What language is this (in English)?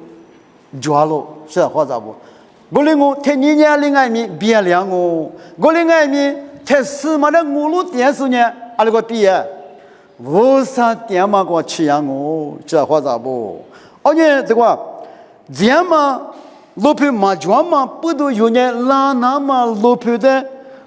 Lisu